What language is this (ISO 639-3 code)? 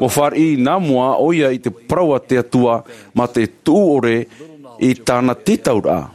tah